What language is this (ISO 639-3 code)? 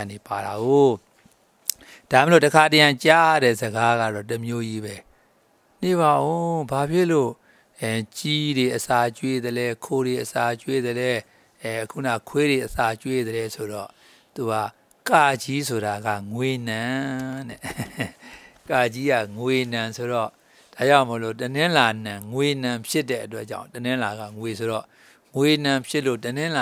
mya